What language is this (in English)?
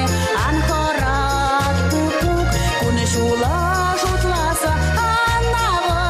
Chuvash